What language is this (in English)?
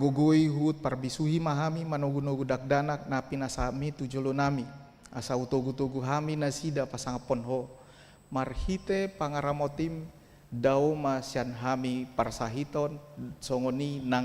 Batak Toba